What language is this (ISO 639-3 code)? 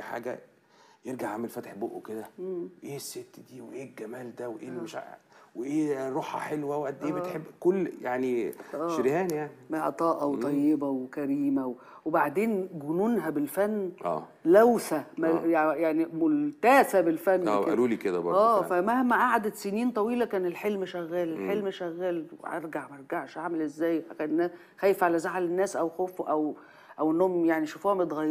arz